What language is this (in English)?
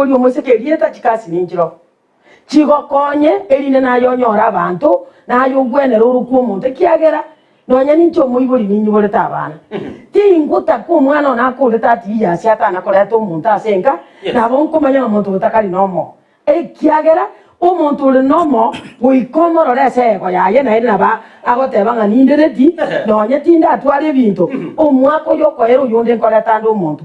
Gusii